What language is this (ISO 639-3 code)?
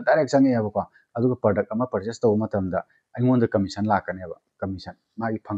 mni